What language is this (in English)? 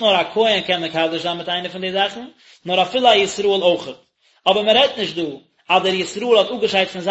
Yiddish